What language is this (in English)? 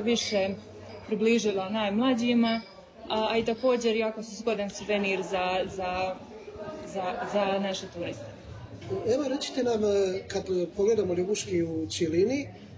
Croatian